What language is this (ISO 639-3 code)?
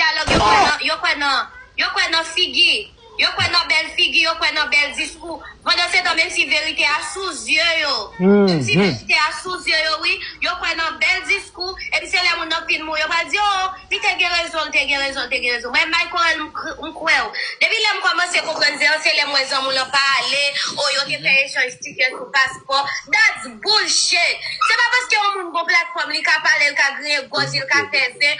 hat